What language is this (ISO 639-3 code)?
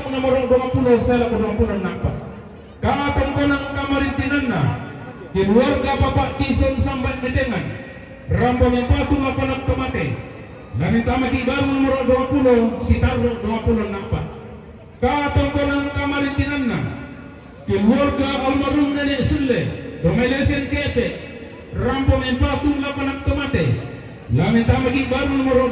sda